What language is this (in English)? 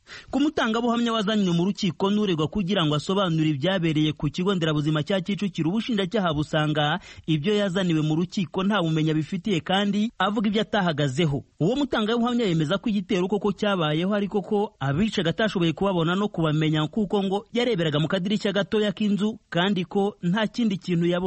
Kinyarwanda